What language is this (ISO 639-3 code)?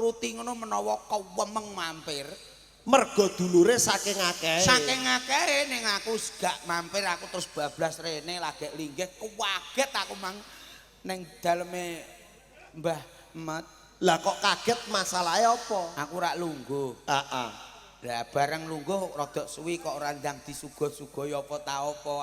jav